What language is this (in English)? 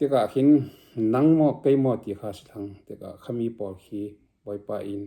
Falam Chin